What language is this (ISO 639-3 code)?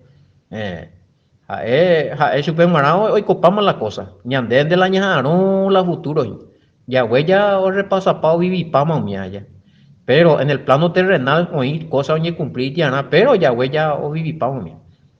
grn